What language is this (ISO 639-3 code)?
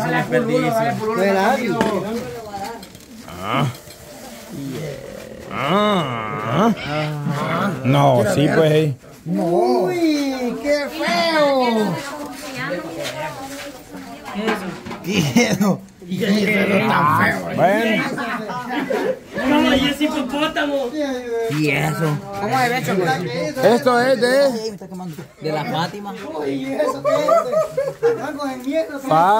spa